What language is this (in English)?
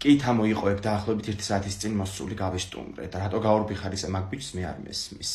Georgian